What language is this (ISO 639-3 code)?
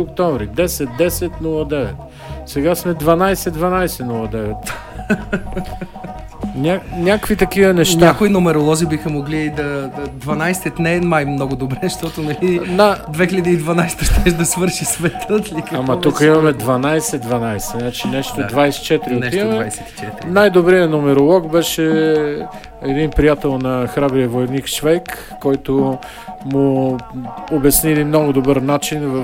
bul